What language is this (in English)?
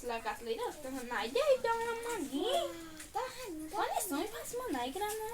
Kok Borok